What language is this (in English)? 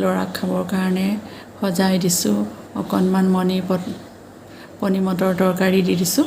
Assamese